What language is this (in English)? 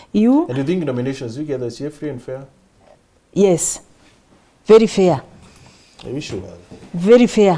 Meru